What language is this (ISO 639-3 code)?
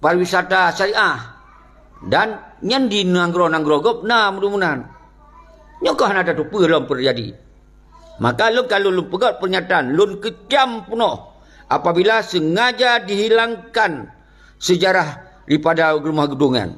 ace